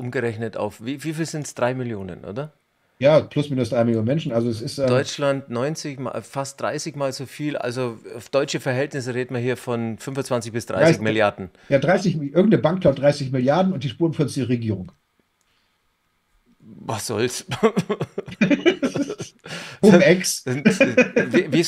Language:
German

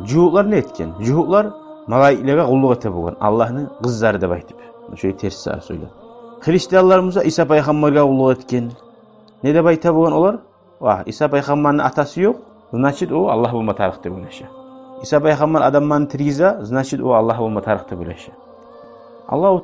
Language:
Kumyk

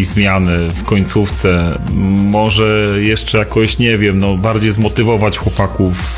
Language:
Polish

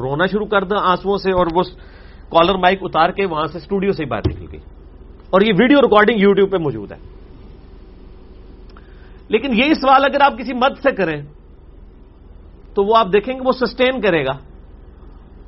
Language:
Urdu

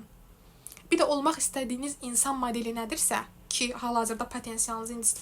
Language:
Azerbaijani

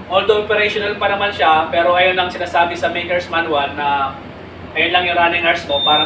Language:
Filipino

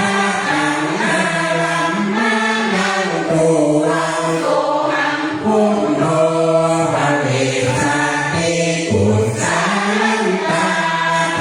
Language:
Pali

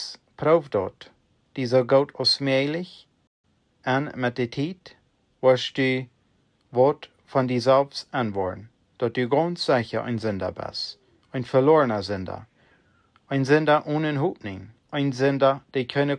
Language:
Plautdietsch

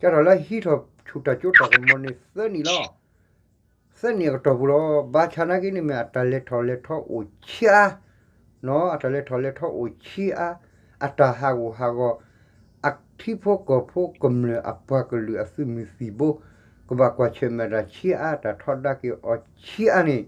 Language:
S'gaw Karen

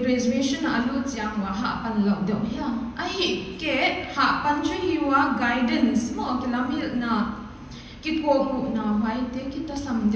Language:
Paite Chin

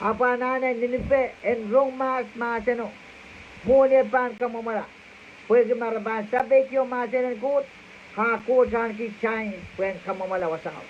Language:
Pohnpeian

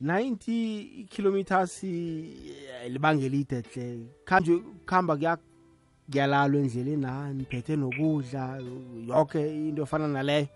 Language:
South Ndebele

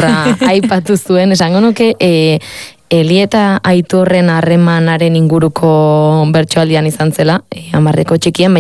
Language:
Basque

